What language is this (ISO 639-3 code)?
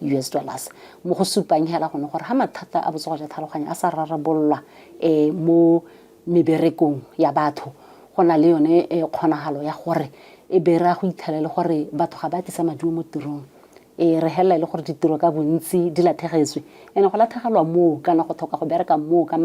tsn